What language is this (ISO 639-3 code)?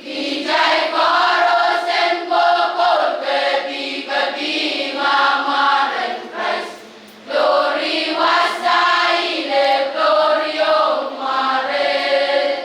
pon